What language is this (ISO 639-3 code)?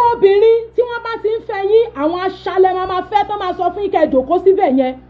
yor